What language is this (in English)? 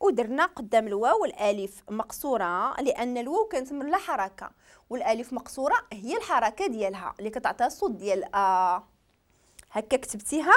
Moroccan Arabic